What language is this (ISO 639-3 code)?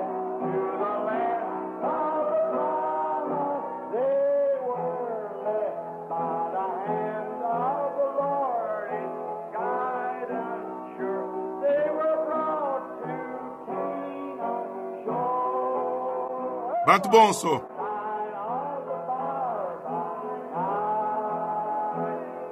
lua